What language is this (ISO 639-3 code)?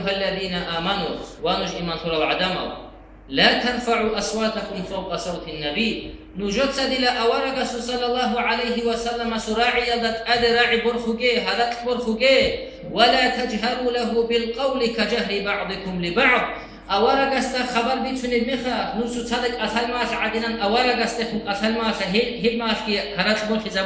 ava